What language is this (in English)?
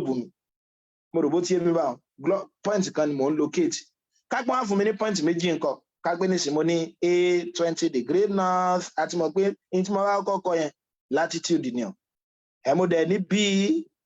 Yoruba